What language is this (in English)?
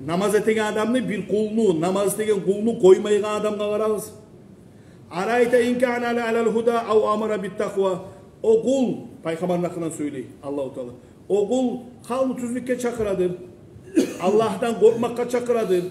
Kumyk